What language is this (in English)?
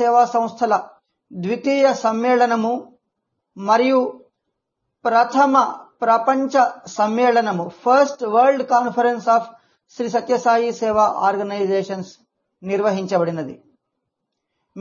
Telugu